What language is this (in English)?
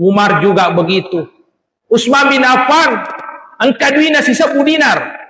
Buginese